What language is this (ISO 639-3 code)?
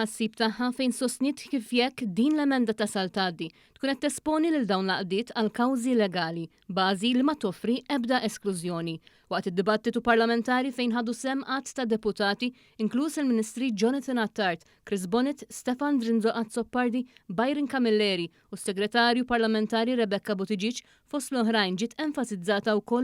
mlt